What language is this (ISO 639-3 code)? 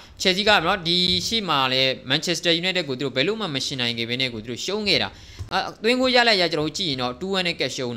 mya